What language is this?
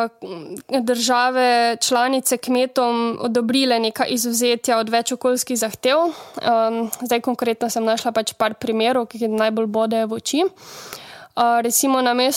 Slovenian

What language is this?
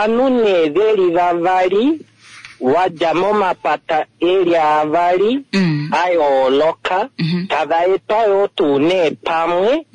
Kuanyama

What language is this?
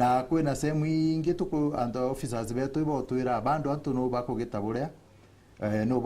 Meru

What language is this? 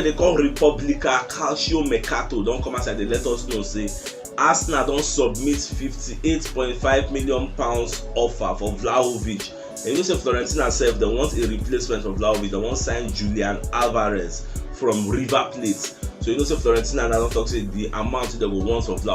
Nigerian Pidgin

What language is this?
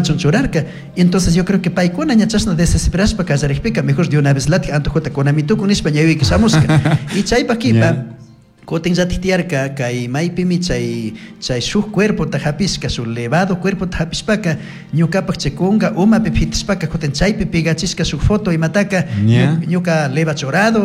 Chimborazo Highland Quichua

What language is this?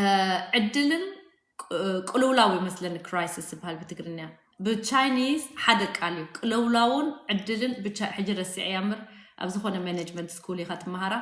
Tigrinya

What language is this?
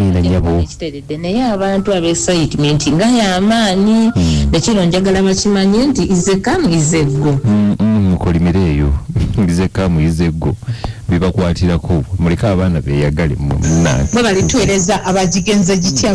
Ganda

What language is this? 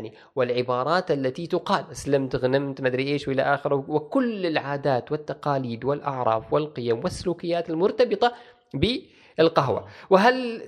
Gulf Arabic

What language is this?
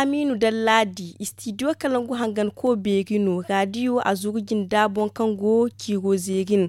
Zarma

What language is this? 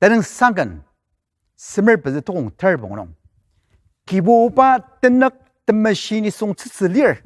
Ao Naga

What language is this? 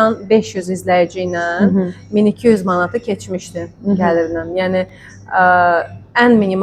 Azerbaijani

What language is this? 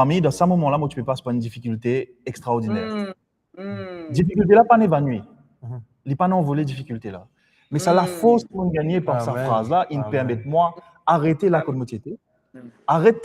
Morisyen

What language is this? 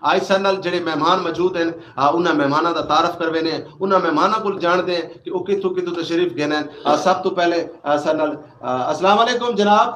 Saraiki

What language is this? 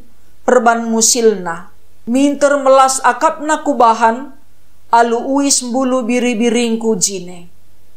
Batak Karo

